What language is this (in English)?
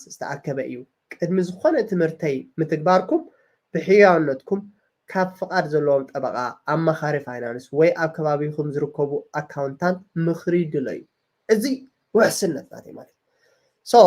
Tigrinya